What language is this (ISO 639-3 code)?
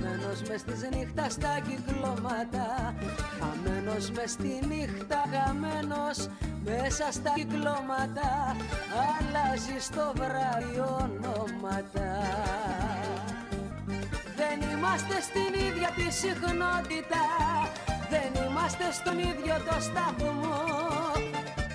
ell